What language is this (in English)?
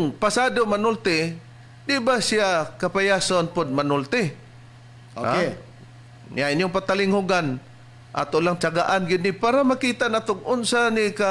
Cebuano